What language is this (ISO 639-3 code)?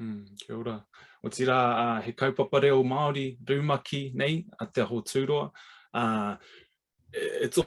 mri